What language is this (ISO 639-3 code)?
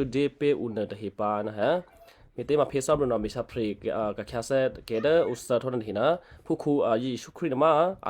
kyu